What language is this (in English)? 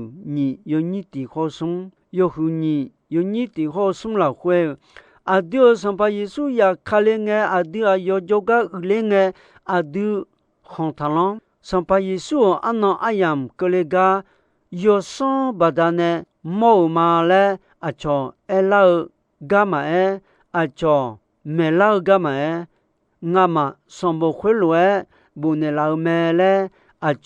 Akha